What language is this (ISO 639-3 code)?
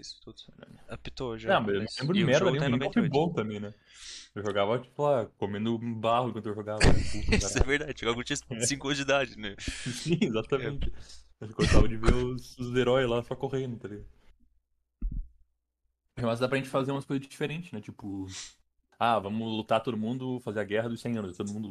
por